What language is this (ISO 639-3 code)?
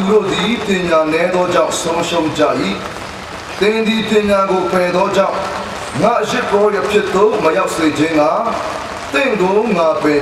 cfm